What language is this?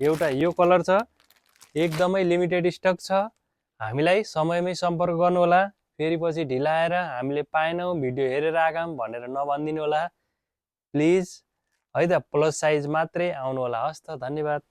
Nepali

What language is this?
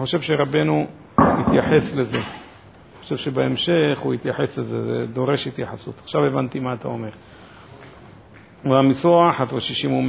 Hebrew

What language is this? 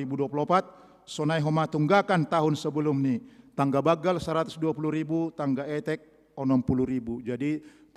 Batak Simalungun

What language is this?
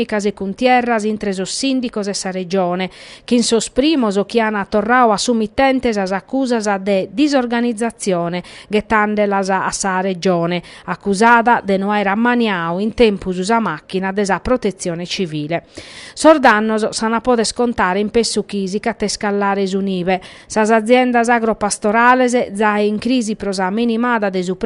Sardinian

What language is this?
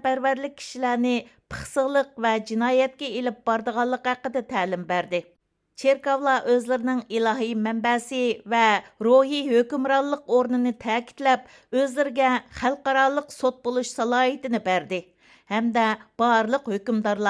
Uyghur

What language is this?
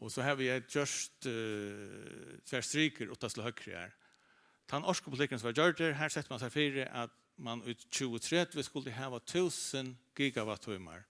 Faroese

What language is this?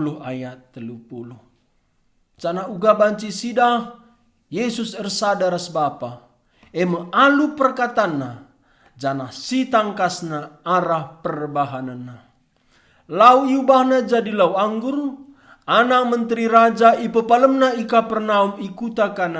Batak Karo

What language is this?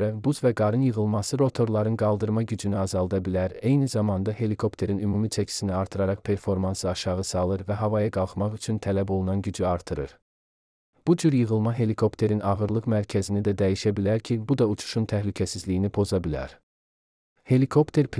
Azerbaijani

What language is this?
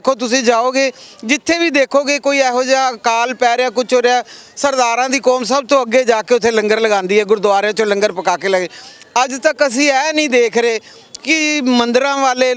Punjabi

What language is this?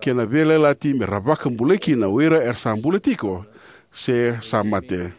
Fijian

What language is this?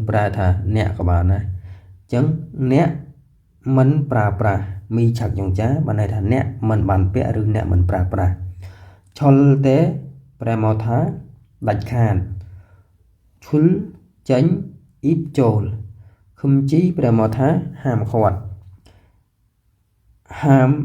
Khmer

